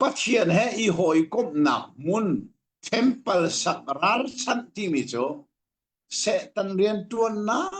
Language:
Hakha Chin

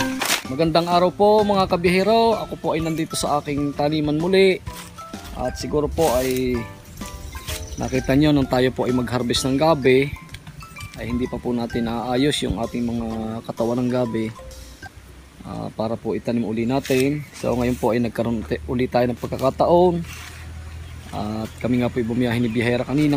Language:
Filipino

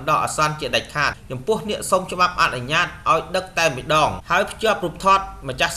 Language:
Khmer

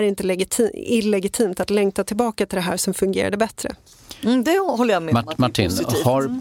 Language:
Swedish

